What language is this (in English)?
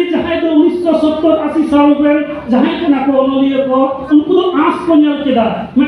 Santali